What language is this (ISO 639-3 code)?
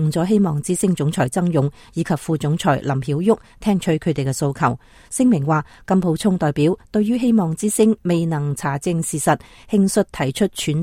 yue